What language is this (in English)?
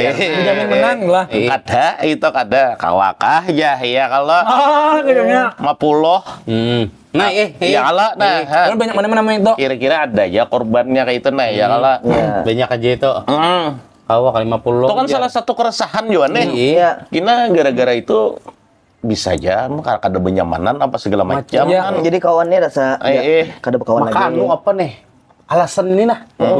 Banjar